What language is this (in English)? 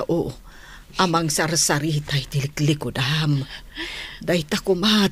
Iloko